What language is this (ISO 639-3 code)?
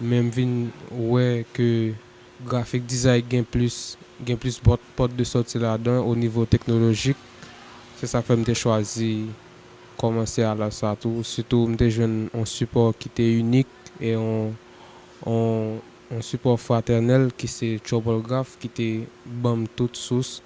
hat